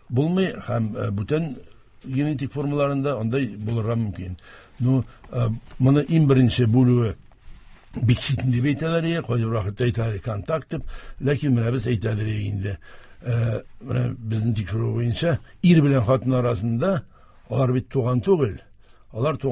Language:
Tatar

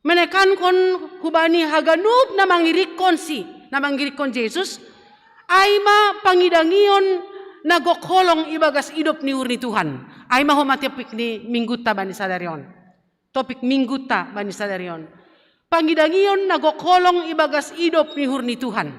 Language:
Batak Simalungun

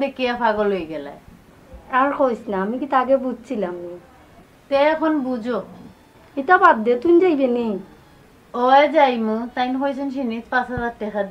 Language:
Sylheti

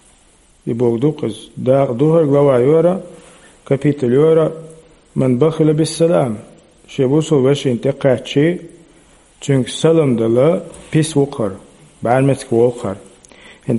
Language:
Chechen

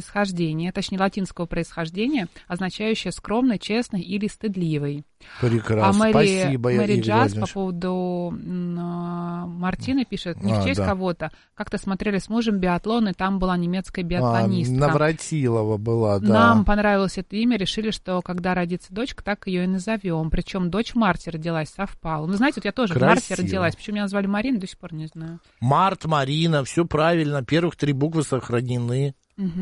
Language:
Russian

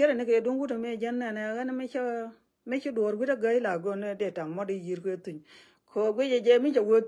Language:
Nuer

